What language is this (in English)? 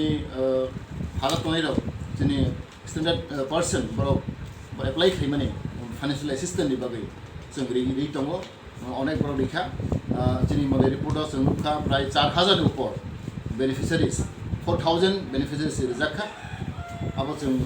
Kok Borok